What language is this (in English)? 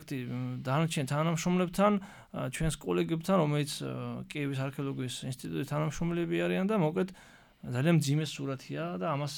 Georgian